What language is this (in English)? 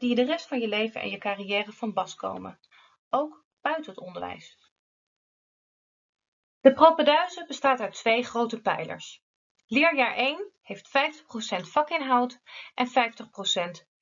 Dutch